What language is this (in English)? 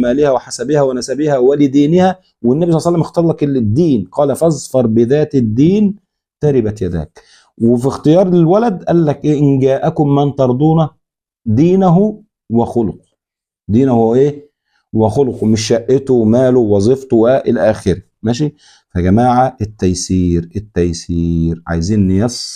Egyptian Arabic